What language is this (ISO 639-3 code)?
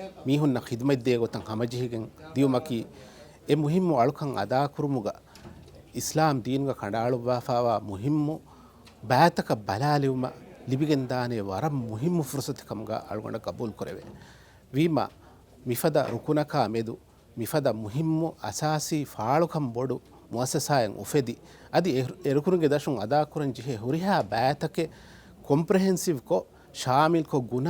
div